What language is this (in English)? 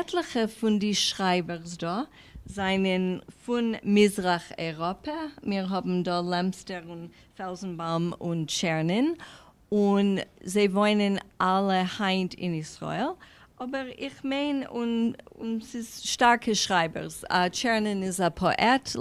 Yiddish